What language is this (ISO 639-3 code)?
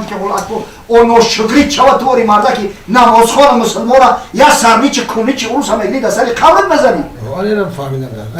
tgk